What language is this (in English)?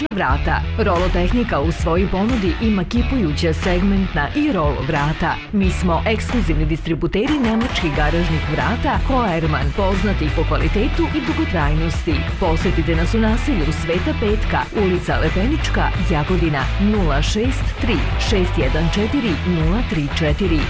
Serbian